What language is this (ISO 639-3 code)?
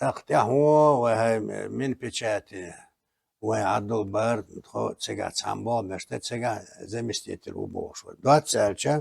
che